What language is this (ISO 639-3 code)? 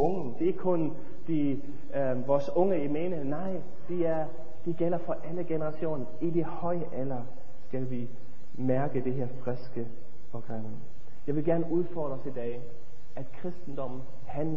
dan